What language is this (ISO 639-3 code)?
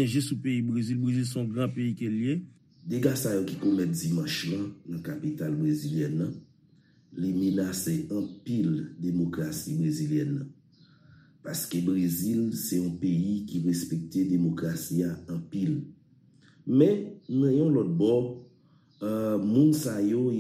hat